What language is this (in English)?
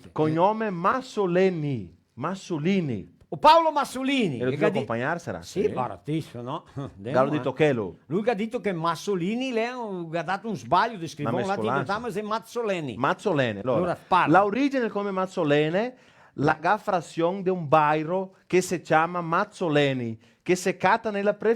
Venetian